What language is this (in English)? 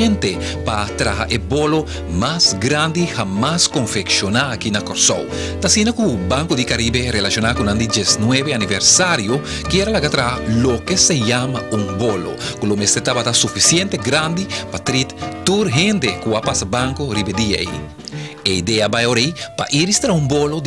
Papiamento